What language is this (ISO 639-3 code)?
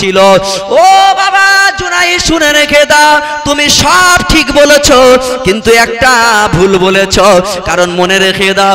ben